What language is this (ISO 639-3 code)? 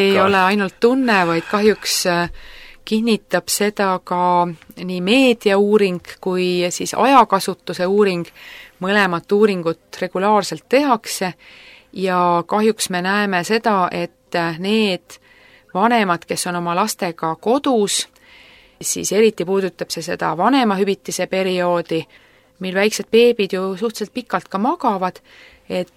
est